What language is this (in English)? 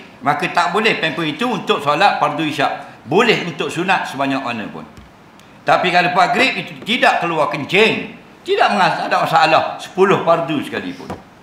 Malay